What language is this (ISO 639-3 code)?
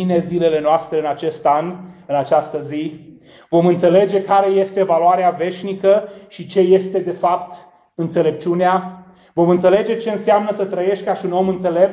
ron